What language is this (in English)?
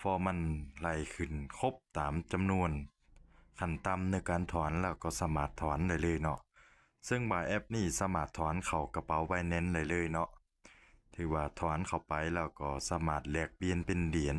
Lao